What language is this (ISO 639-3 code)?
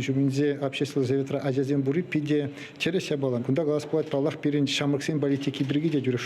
chv